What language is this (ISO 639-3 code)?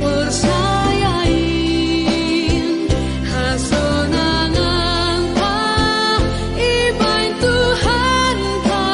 bts